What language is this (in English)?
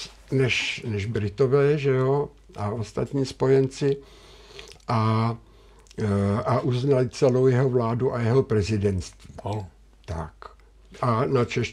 Czech